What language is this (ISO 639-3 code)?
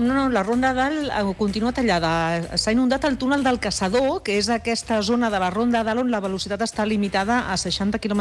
cat